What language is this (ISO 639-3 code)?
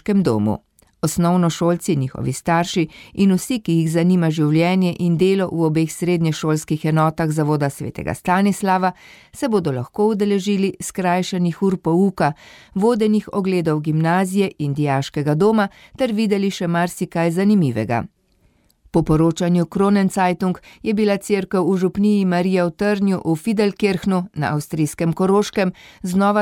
slv